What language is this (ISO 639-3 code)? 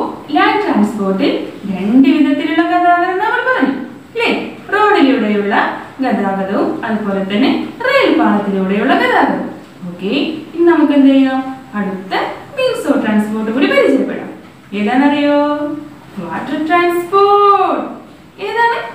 mal